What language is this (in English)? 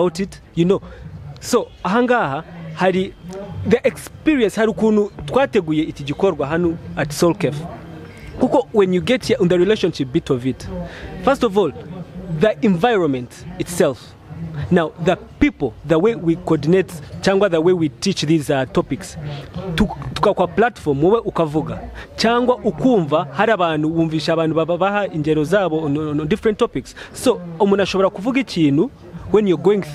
Kinyarwanda